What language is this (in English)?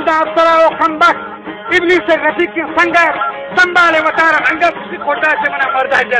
Baluchi